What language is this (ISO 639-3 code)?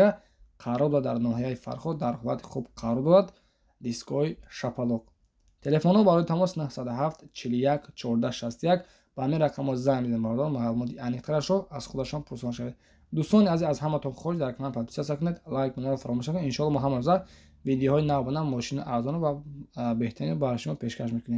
tgk